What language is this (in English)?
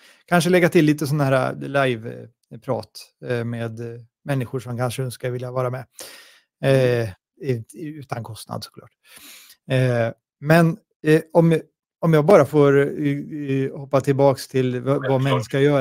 Swedish